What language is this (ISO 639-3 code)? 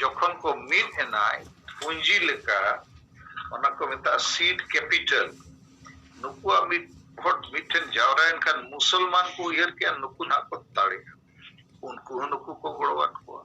sat